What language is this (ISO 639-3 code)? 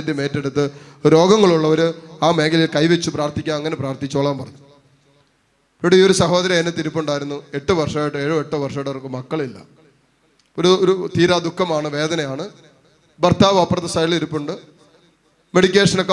mal